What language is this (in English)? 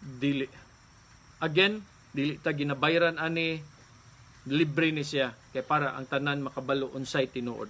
Cebuano